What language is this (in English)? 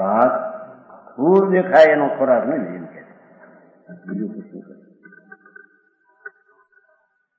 Gujarati